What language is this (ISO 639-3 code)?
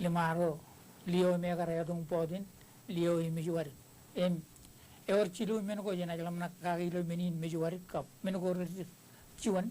mah